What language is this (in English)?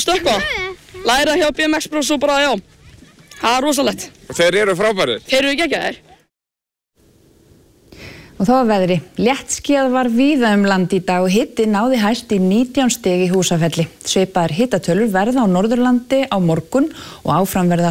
Icelandic